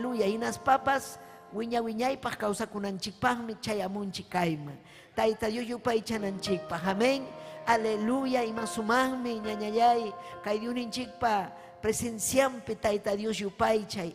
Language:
Ayacucho Quechua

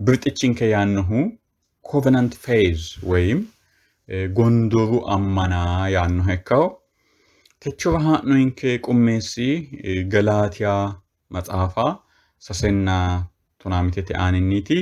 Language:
Sidamo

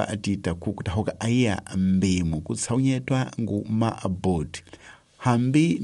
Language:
Tsonga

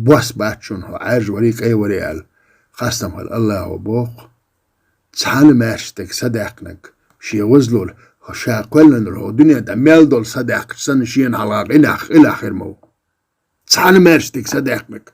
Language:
Chechen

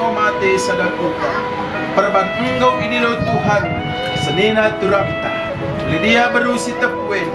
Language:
Batak Karo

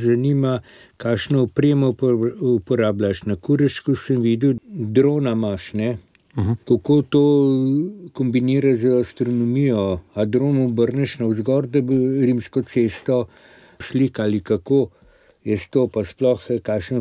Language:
Slovenian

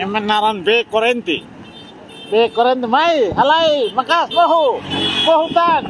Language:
Tetum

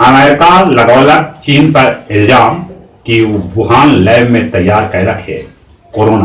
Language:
Magahi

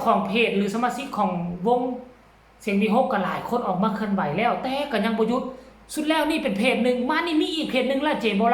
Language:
Northeastern Thai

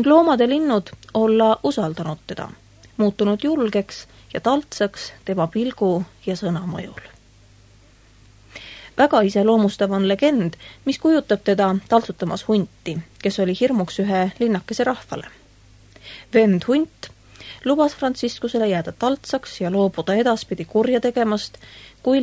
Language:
Estonian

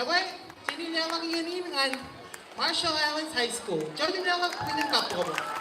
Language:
Marshallese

